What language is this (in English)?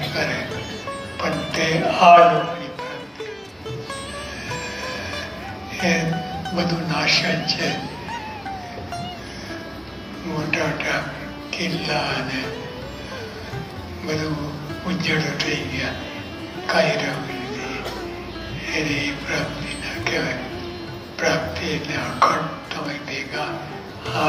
Gujarati